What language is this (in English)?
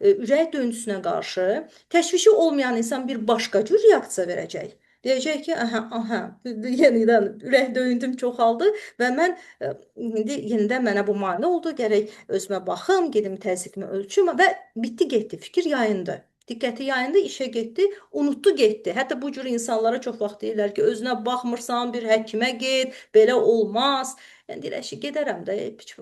Azerbaijani